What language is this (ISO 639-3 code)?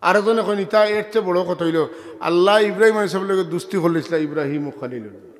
syl